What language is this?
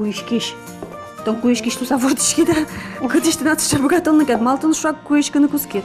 Udmurt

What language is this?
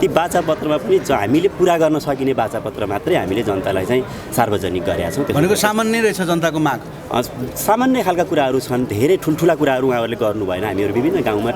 Nepali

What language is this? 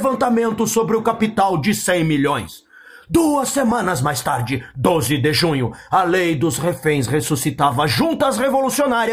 Portuguese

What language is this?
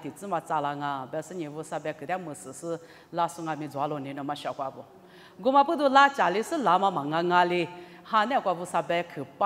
Lisu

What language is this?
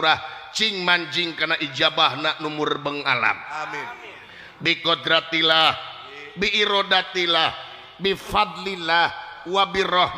Sundanese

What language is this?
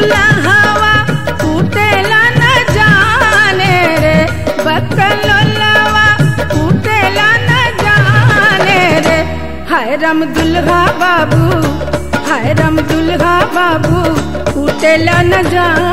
Bhojpuri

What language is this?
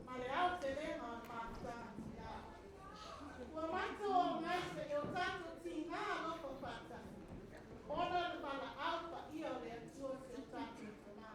Samoan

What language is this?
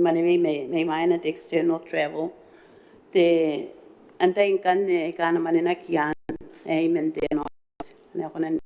Gilbertese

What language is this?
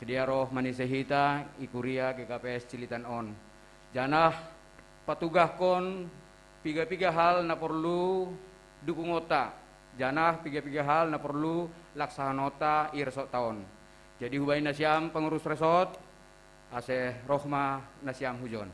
Batak Simalungun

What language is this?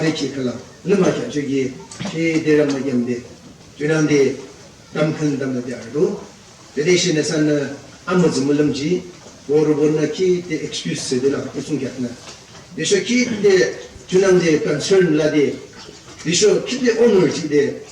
Yimchungru Naga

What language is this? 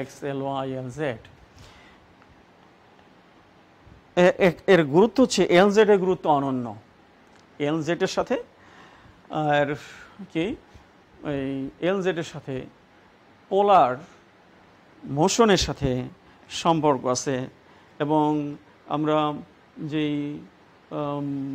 Bangla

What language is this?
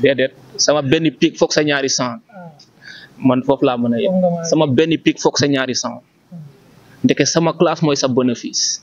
Wolof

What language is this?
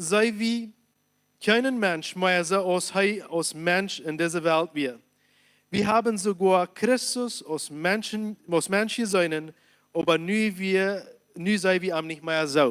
Plautdietsch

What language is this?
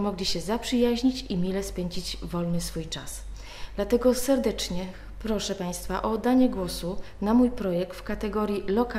Polish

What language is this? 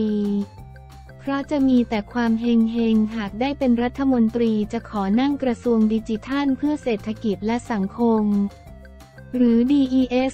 Thai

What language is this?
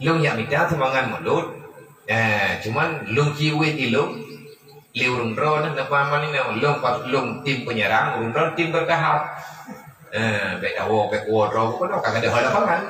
Achinese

